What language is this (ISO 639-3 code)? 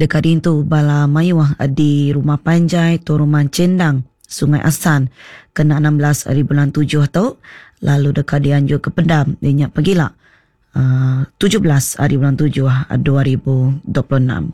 iba